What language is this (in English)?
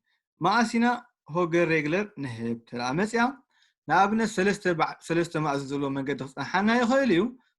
Tigrinya